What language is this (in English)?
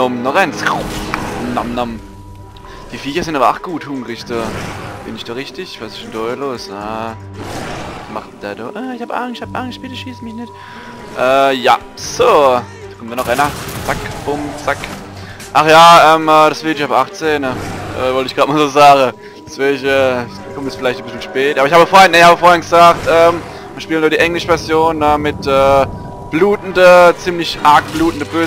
Palatine German